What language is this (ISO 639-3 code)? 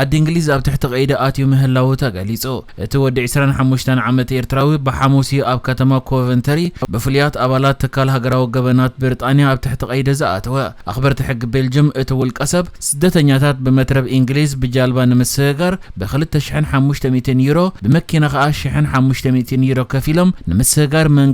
tir